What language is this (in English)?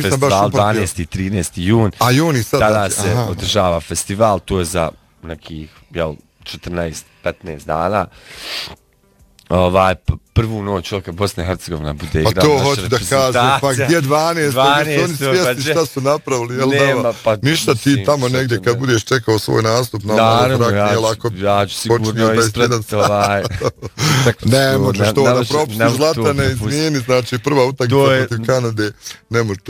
Bosnian